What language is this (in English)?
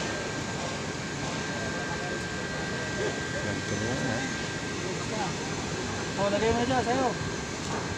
Filipino